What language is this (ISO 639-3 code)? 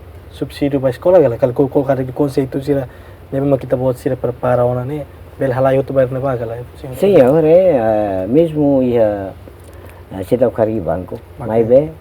tet